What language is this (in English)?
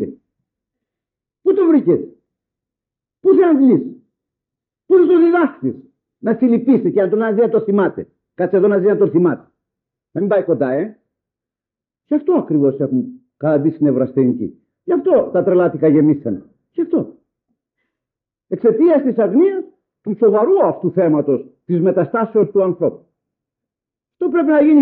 Greek